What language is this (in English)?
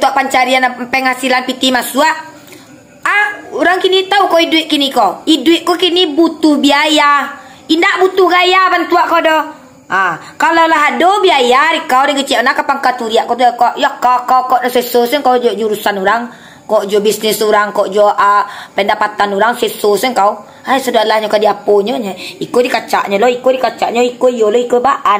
Minangkabau